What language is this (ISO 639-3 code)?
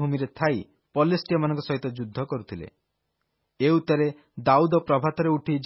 ori